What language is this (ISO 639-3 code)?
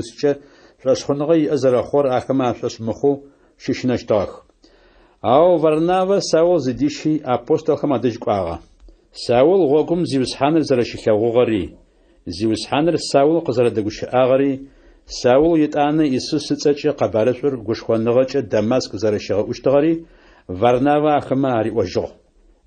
ady